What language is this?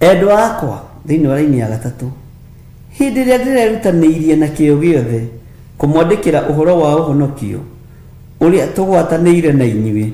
Kikuyu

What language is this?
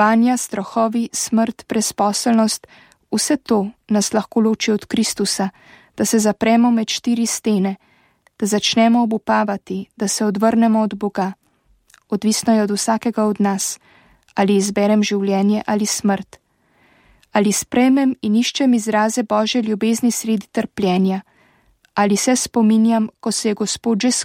Slovenian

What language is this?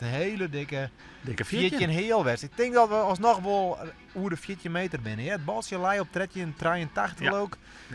Western Frisian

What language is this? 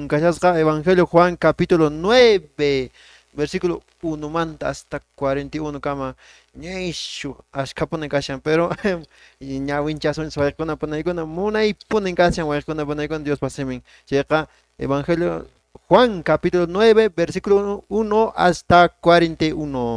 Quechua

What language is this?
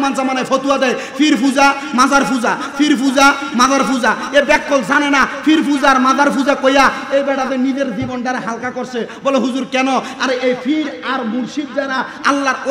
Bangla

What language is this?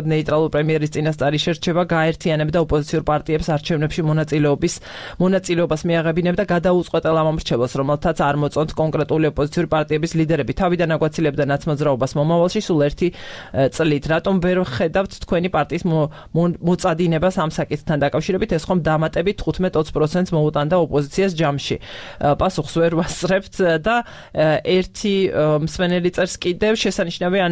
Georgian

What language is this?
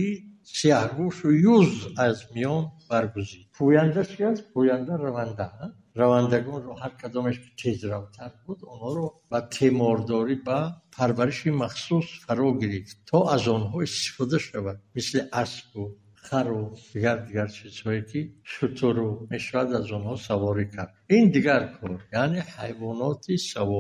Tajik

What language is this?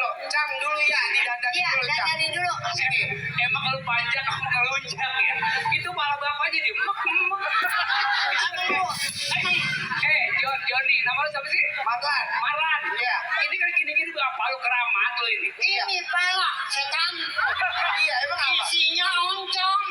Betawi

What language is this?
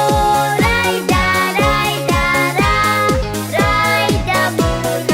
Abkhazian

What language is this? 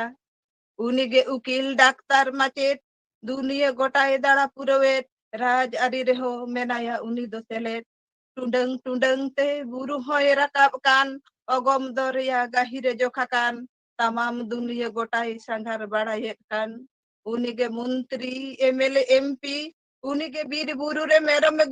Santali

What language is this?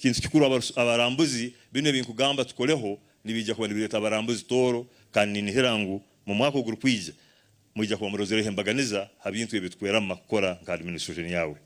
Nyankole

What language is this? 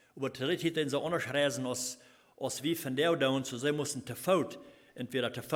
Plautdietsch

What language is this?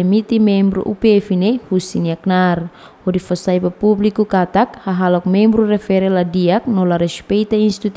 Tetum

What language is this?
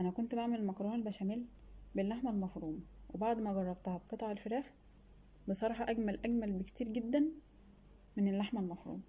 Egyptian Arabic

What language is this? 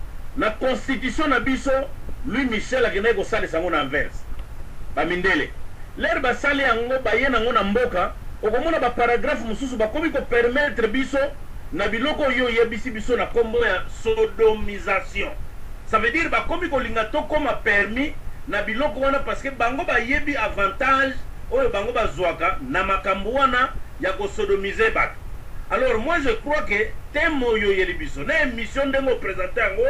Lingala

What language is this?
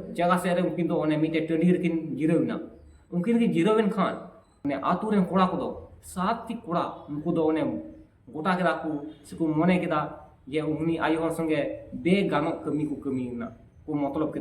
Santali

